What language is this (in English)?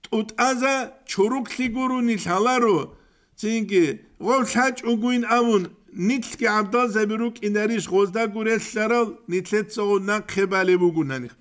Avaric